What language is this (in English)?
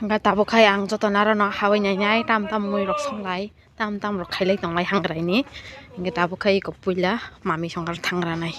Kok Borok